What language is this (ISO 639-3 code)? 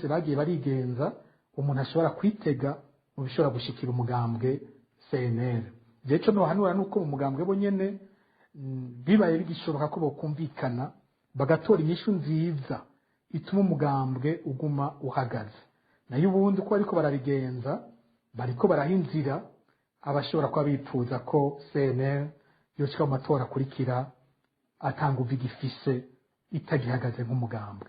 run